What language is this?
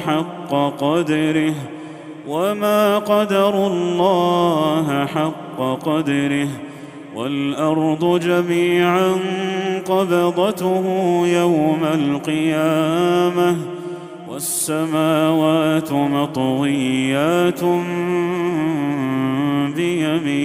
Arabic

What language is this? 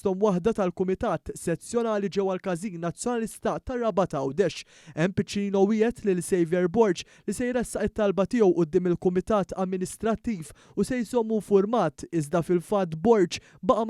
Maltese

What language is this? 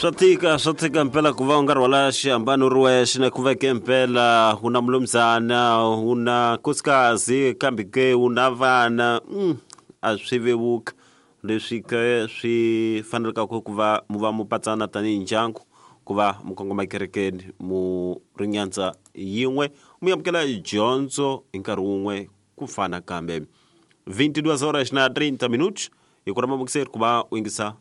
Tsonga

